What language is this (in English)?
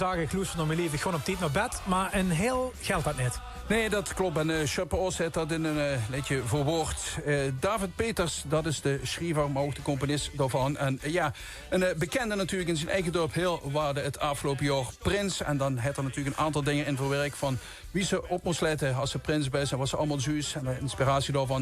Limburgish